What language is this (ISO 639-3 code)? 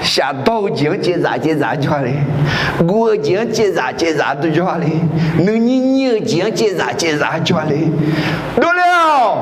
ahk